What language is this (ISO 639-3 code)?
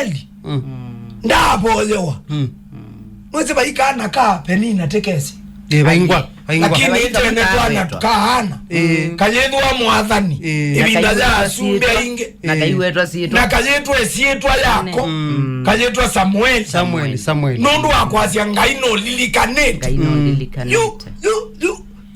kam